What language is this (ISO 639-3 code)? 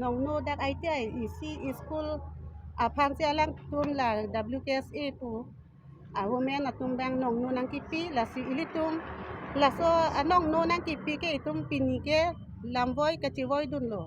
mjw